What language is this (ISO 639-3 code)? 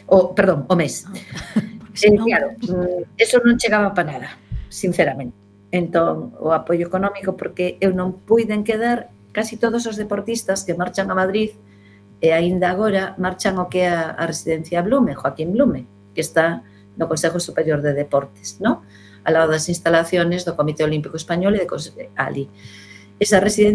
glg